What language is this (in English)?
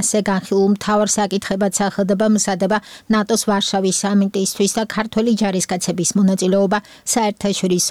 Georgian